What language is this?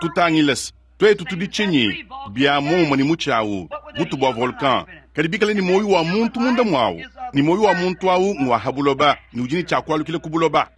Luba-Lulua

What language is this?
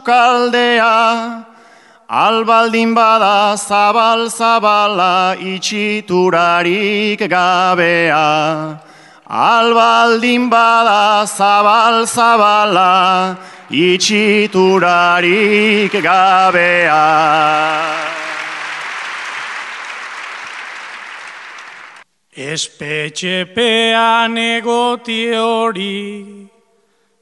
Basque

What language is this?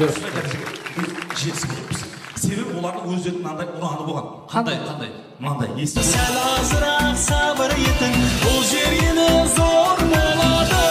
Kara-Kalpak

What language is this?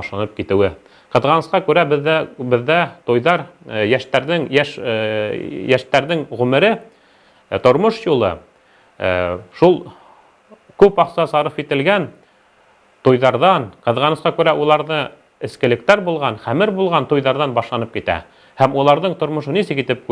Bashkir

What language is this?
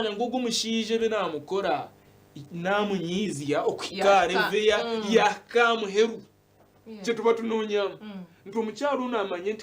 Nyankole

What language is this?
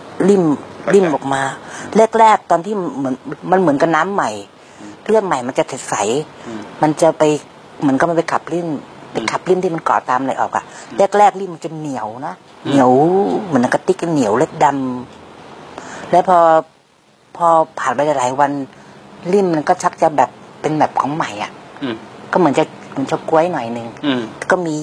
Thai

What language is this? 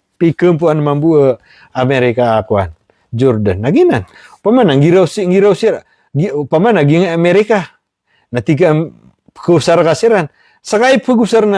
Maranao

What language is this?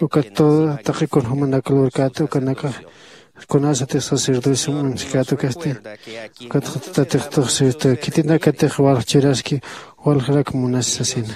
Aymara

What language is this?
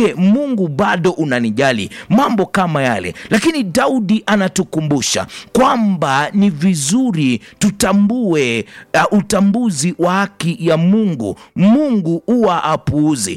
Swahili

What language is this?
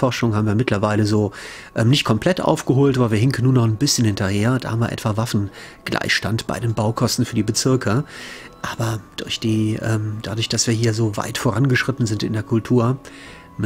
German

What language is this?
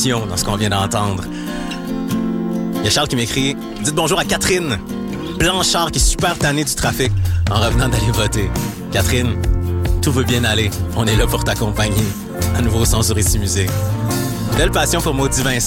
French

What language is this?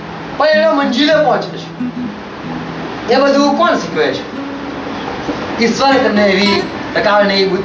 Gujarati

